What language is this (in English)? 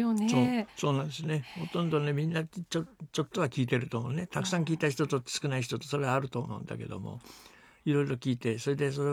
Japanese